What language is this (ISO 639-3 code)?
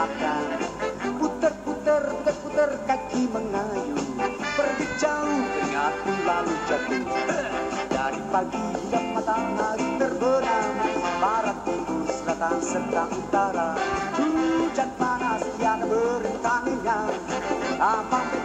msa